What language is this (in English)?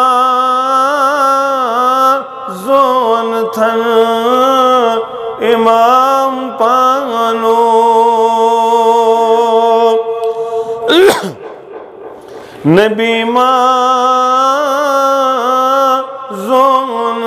Kashmiri